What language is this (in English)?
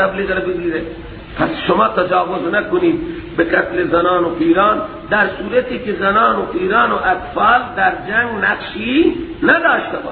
Persian